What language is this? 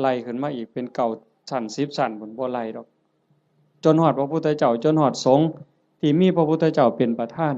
Northeastern Thai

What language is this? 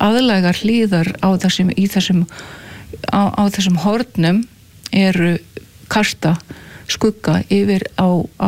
Icelandic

